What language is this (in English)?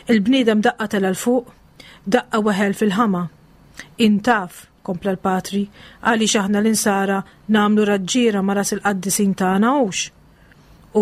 Maltese